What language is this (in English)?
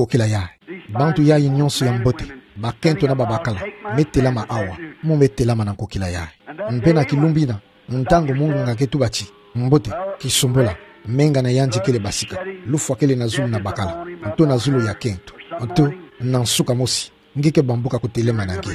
Kituba (Democratic Republic of Congo)